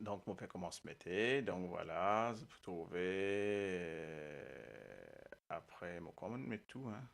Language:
Morisyen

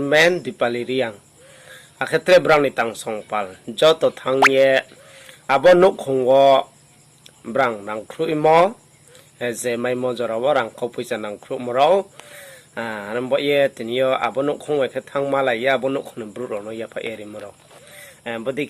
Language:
Riang (India)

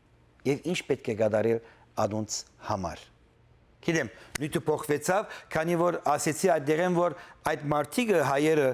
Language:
Western Armenian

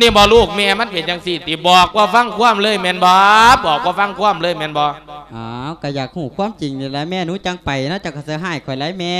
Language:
Lao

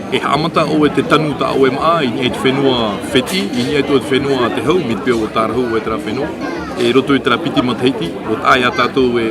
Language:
Tahitian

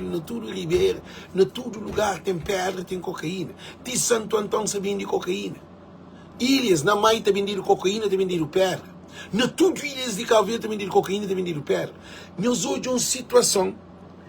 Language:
Kabuverdianu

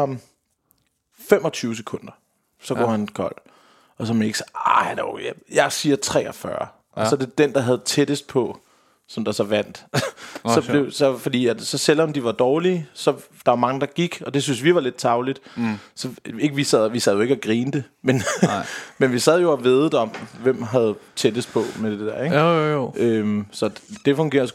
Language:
Danish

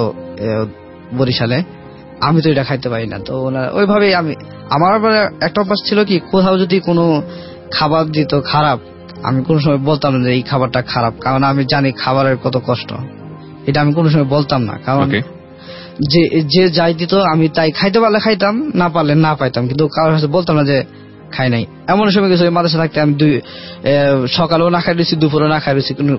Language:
Bangla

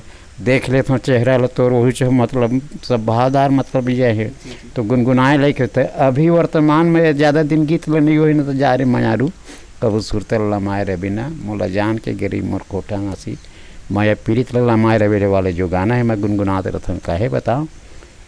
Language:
Chhattisgarhi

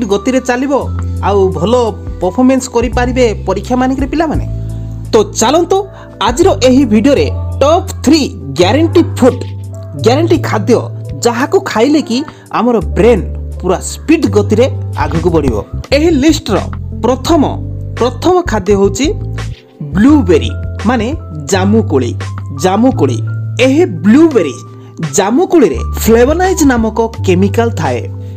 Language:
Odia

